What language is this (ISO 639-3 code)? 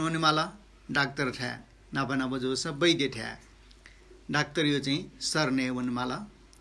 new